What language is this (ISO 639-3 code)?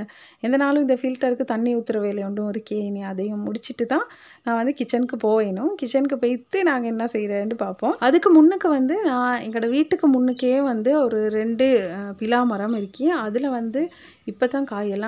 tam